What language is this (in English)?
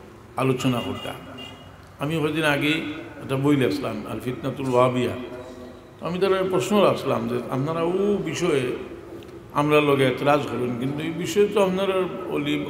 Sylheti